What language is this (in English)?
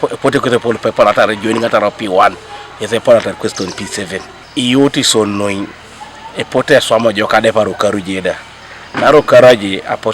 Teso